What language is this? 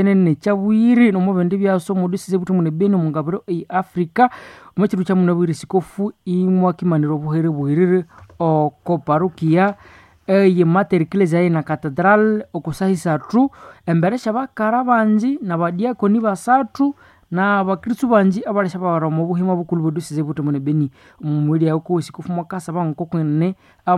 Nande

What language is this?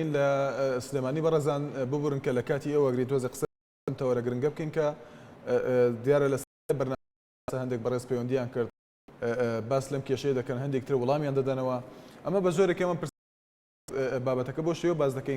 Central Kurdish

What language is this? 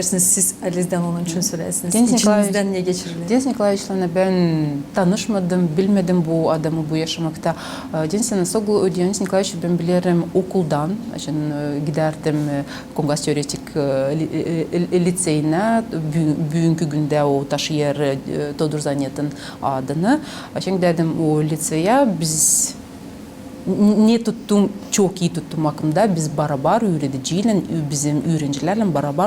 Gagauz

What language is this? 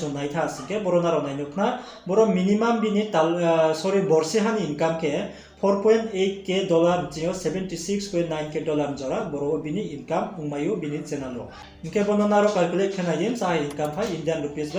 Riang (India)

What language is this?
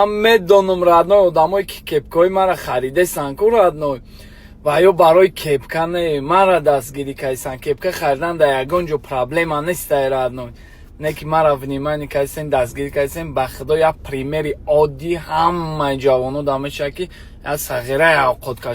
Tajik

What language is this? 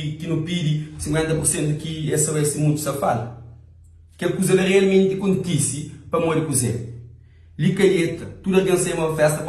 Kabuverdianu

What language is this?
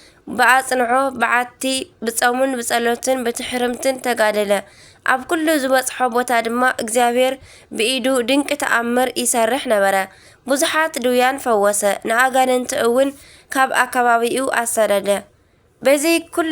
Tigrinya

